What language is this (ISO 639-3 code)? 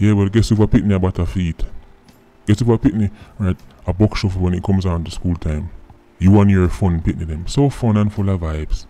jam